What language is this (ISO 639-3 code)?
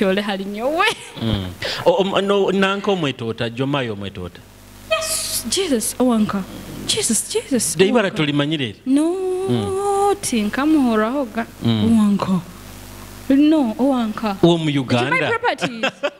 nyo